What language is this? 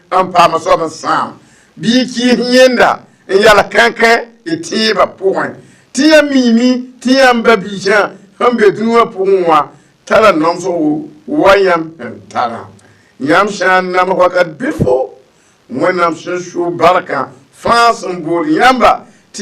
Mossi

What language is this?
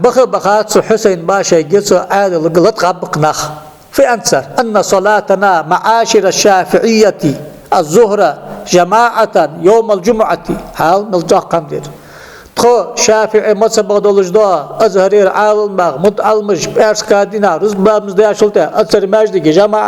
Ingush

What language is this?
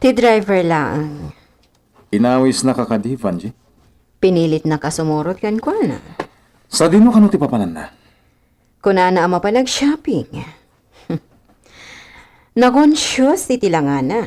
Iloko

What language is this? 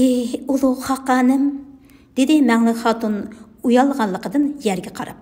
Uyghur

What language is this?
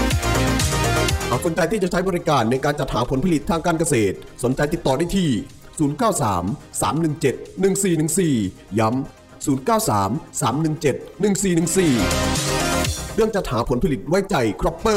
Thai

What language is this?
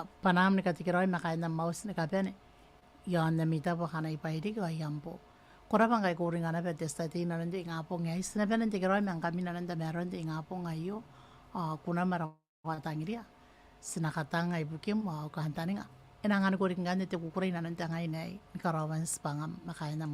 Gilbertese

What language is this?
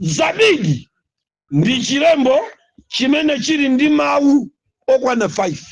Nyanja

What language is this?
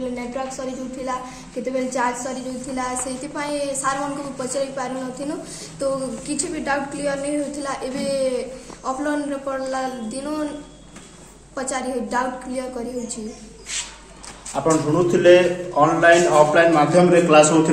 Odia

